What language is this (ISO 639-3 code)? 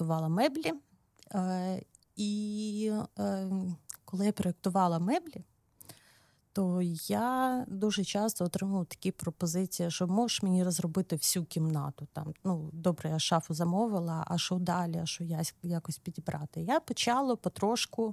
ukr